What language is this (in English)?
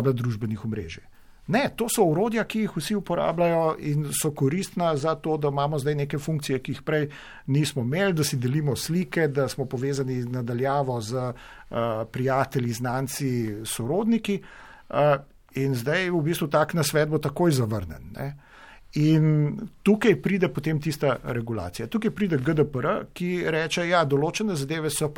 Slovenian